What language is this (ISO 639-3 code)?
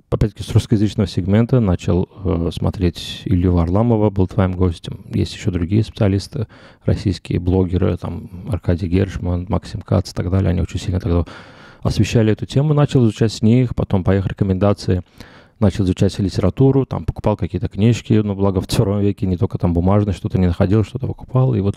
rus